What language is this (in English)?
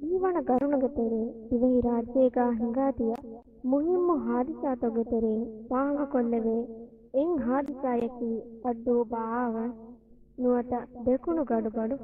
Divehi